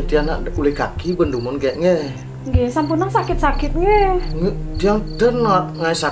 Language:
Balinese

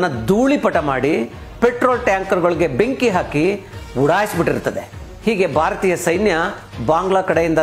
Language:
Kannada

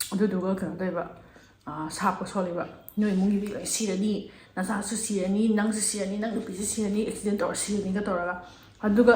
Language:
Manipuri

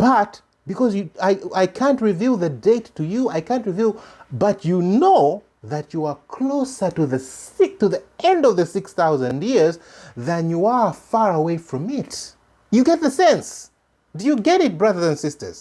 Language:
English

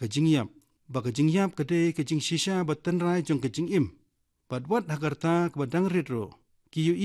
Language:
Khasi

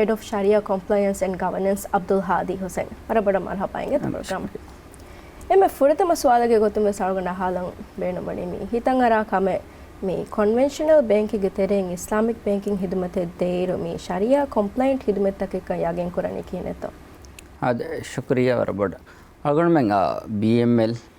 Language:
Divehi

